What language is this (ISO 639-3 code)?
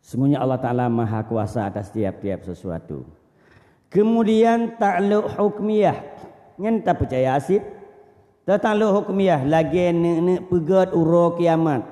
ace